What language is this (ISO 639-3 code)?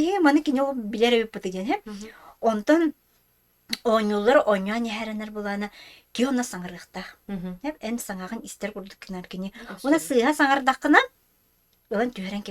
sah